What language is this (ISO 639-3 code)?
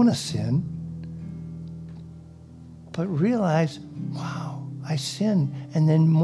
eng